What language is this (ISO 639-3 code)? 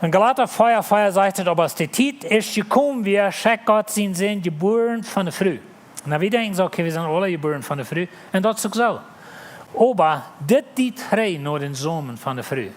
pdt